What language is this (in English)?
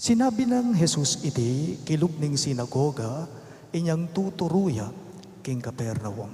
Pampanga